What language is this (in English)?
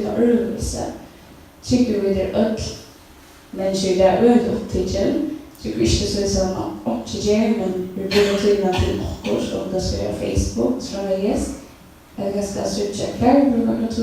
Faroese